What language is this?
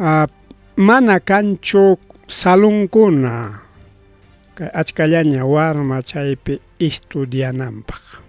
Ayacucho Quechua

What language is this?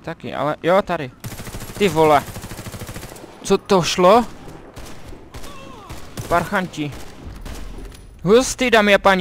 Czech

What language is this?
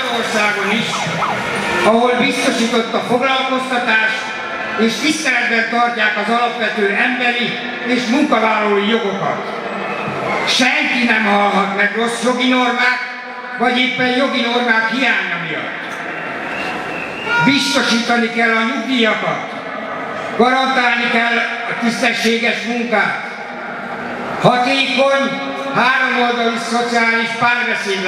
Hungarian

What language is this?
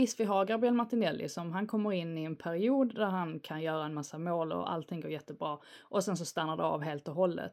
Swedish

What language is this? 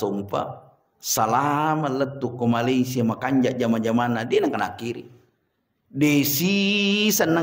Buginese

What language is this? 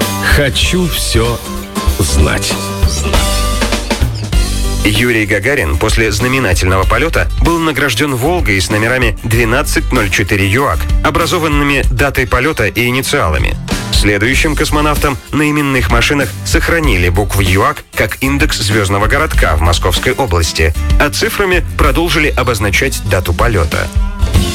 Russian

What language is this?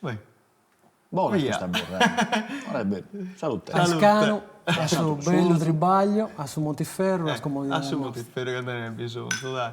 Sardinian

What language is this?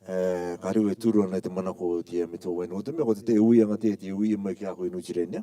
Rarotongan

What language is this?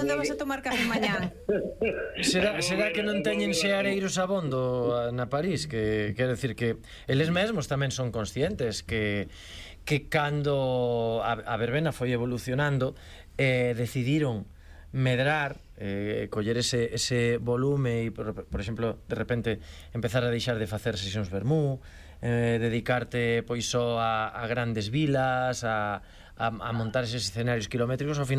Galician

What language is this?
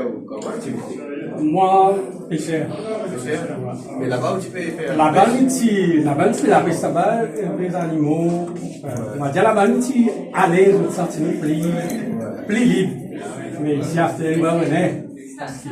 Morisyen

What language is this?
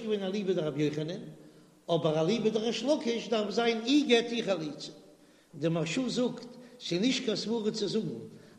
Yiddish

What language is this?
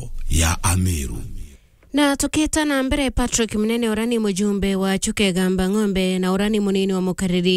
Meru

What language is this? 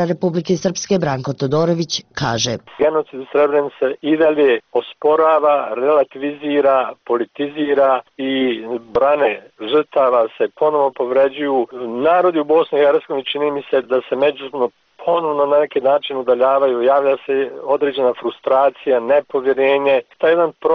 Bosnian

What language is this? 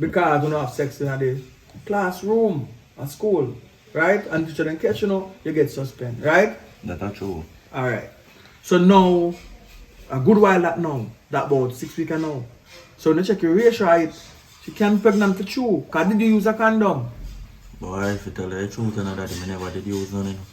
Jamaican Creole English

